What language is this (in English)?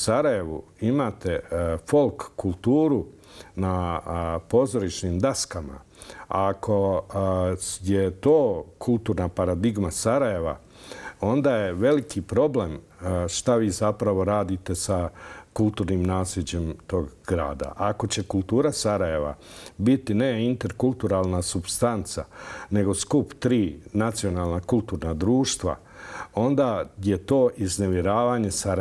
Bosnian